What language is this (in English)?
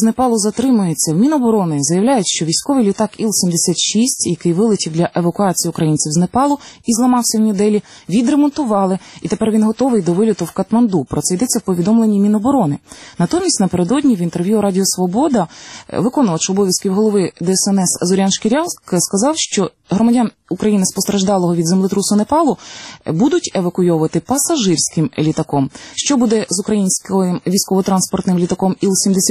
Ukrainian